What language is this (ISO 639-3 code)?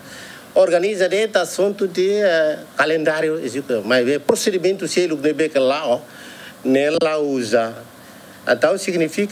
tet